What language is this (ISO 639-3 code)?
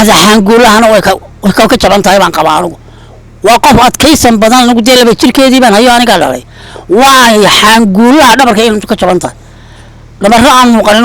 som